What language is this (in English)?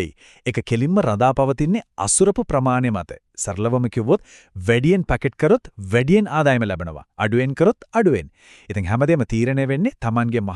Sinhala